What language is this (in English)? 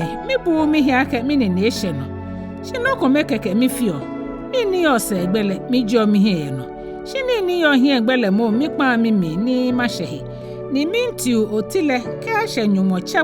Ga